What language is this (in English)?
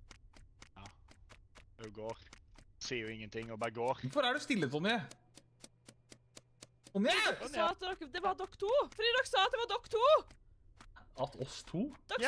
Norwegian